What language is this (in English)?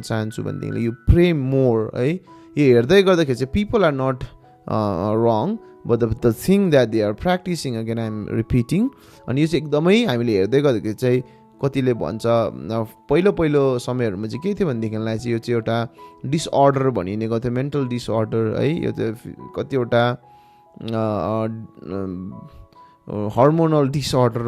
Nepali